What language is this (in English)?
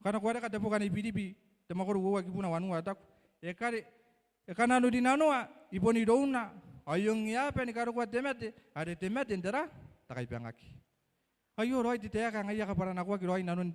Gilbertese